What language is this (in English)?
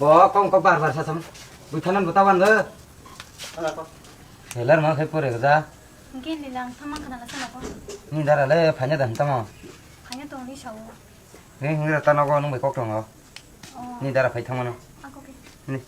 Kok Borok